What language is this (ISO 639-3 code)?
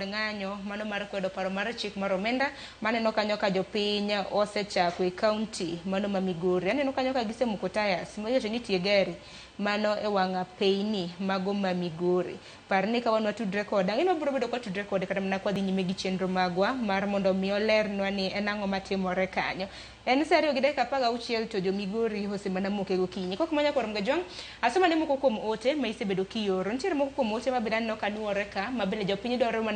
luo